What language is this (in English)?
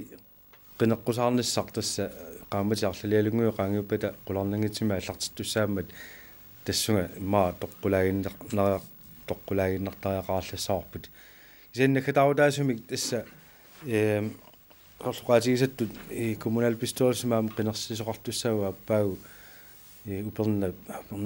Kalaallisut